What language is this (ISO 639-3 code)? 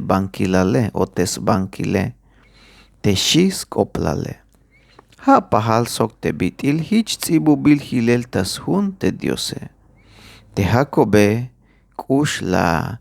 tzh